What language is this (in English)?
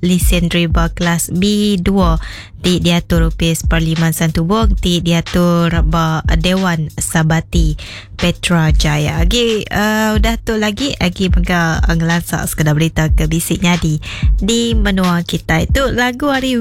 Iban